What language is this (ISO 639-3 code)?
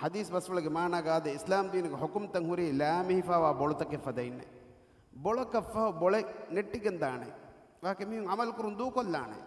div